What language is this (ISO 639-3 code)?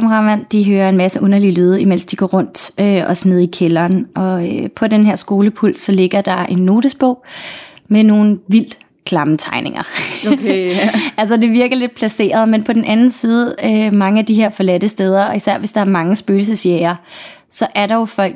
dan